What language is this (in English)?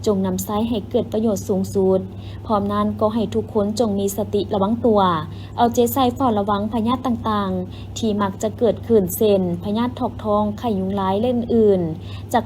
Lao